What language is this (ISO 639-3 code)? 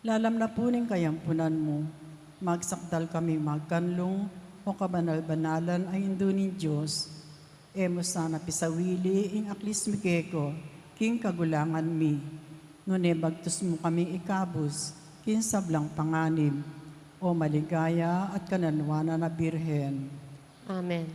pam